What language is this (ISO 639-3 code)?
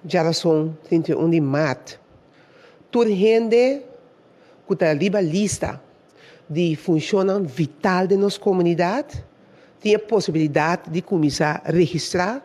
pap